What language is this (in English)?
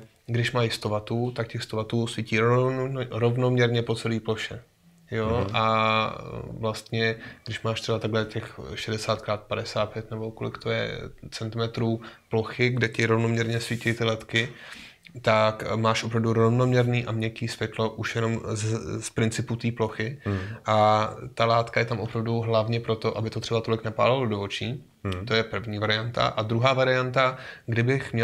Czech